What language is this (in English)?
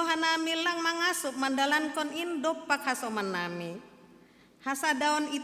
Batak Simalungun